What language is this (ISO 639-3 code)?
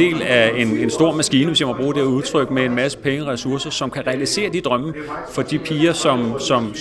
dan